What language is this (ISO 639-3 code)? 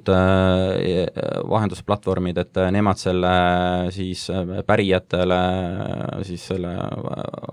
est